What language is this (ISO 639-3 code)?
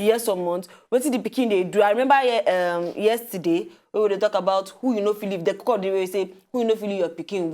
pcm